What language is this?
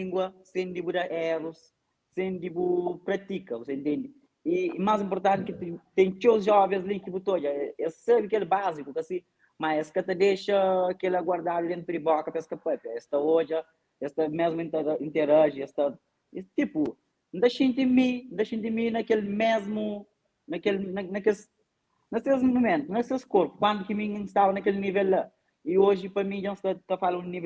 Kabuverdianu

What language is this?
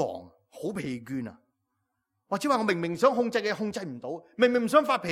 Cantonese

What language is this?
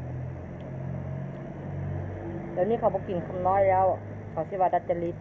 Lao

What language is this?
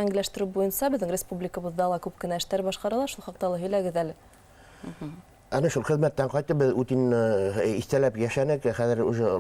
Bashkir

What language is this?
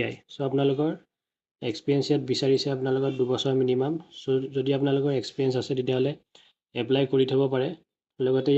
Assamese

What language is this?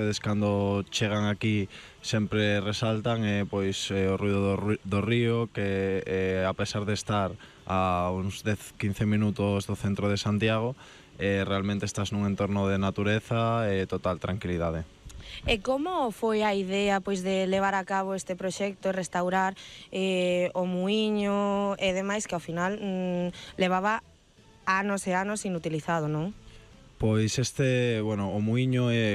Galician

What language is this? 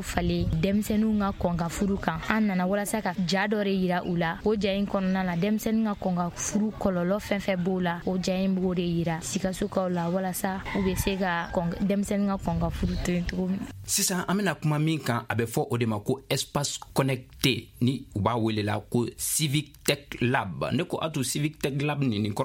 Bambara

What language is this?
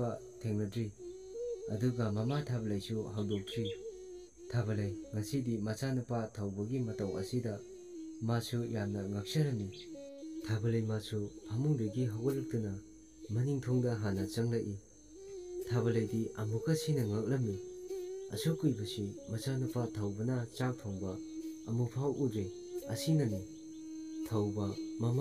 Manipuri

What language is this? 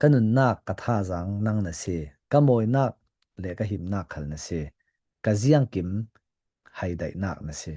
Falam Chin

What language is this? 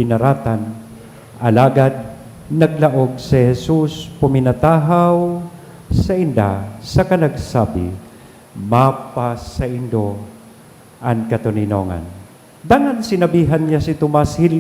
Bikol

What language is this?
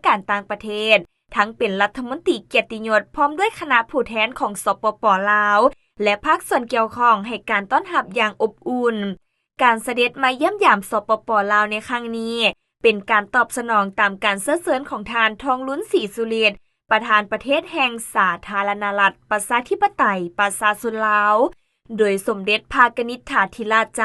Lao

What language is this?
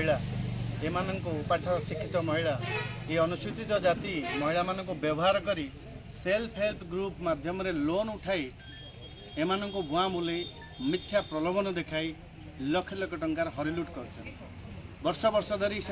Odia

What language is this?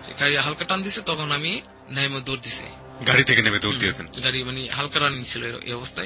Bangla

